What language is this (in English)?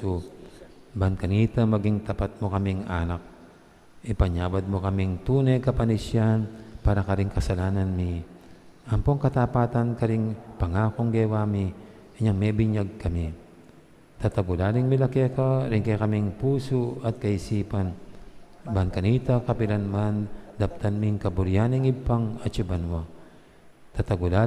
Pampanga